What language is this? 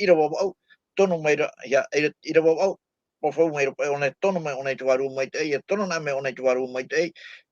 Tahitian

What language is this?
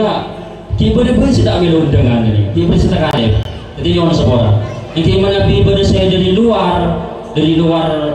Madurese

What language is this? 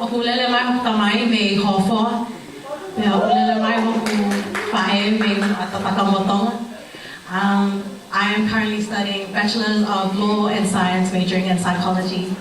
Tongan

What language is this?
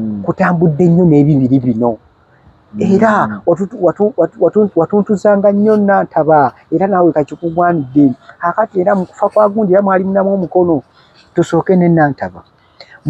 Ganda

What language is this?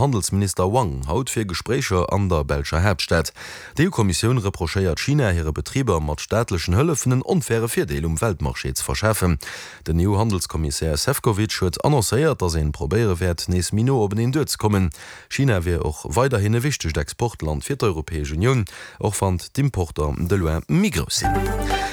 Luxembourgish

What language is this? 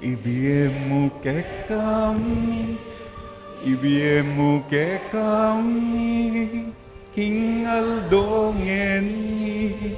Pampanga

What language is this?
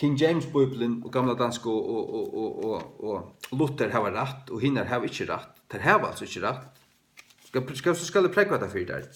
Faroese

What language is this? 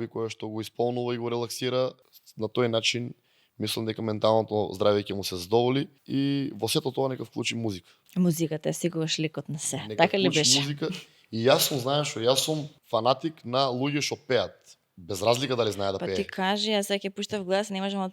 Macedonian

